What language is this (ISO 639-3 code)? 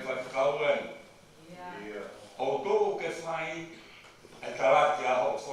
ton